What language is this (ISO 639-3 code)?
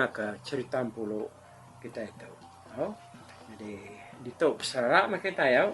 iba